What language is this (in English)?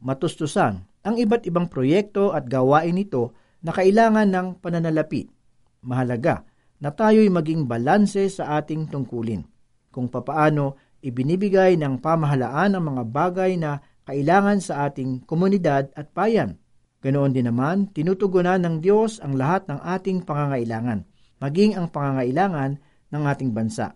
Filipino